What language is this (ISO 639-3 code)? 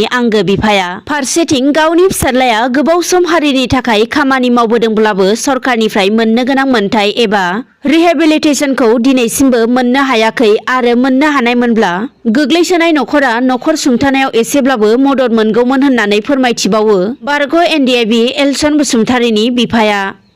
brx